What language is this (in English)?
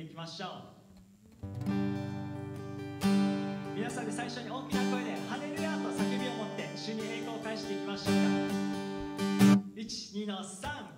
Japanese